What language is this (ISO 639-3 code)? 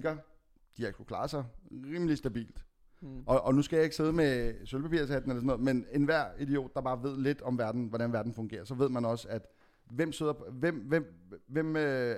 dan